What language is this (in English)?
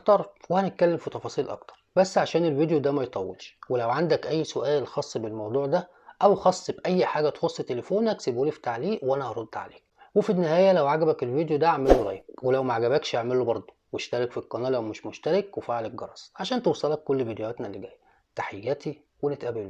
Egyptian Arabic